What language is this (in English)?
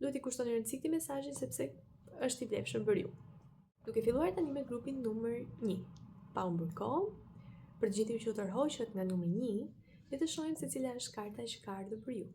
Albanian